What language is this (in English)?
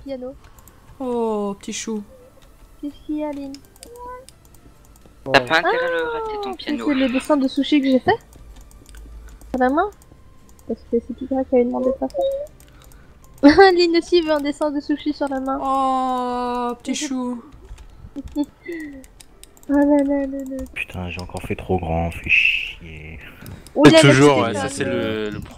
French